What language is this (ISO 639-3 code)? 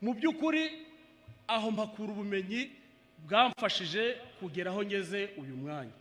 kin